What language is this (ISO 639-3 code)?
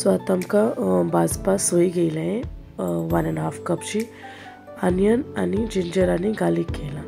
kok